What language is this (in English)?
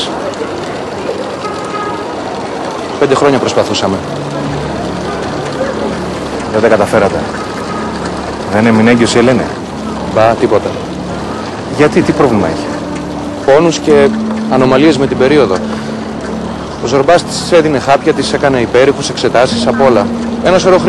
Greek